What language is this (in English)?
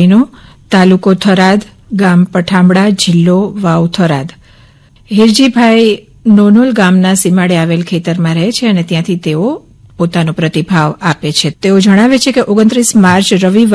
Gujarati